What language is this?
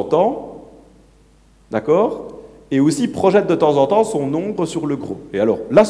French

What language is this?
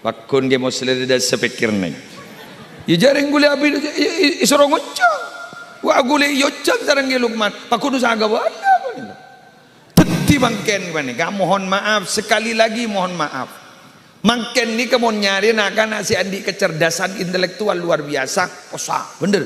Madurese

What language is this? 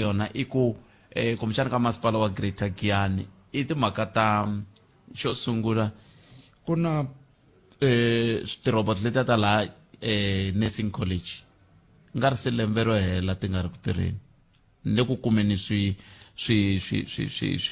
Tsonga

